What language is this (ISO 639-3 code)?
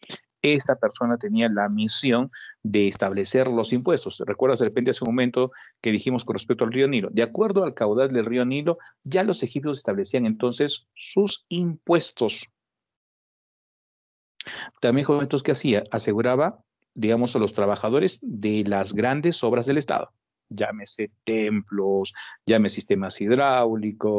spa